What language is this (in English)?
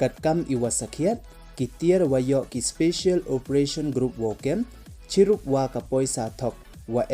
Pnar